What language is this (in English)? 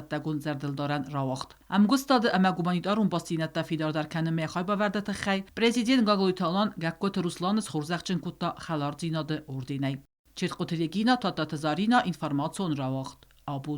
Ossetic